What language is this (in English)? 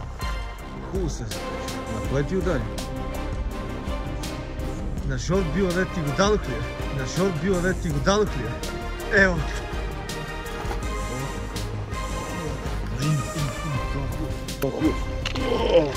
Bulgarian